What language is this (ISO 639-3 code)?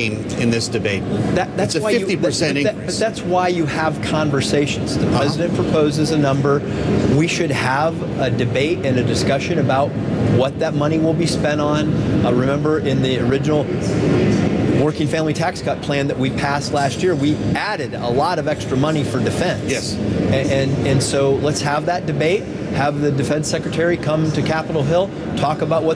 eng